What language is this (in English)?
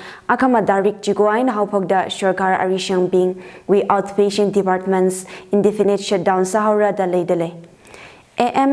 Tangkhul Naga (India)